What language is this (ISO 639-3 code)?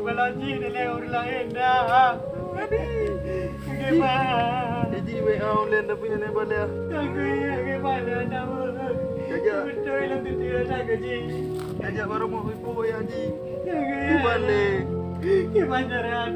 ace